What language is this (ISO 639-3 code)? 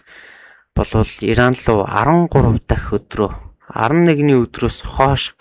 mon